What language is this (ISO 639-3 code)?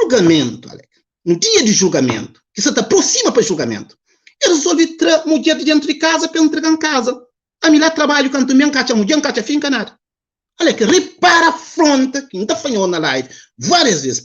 kea